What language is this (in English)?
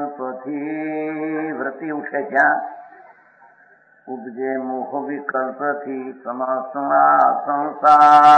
Gujarati